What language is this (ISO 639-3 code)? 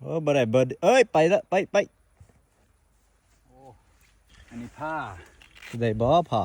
lao